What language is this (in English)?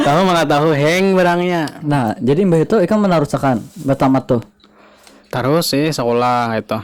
Banjar